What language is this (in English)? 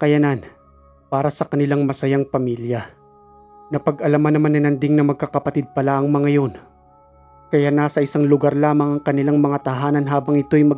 Filipino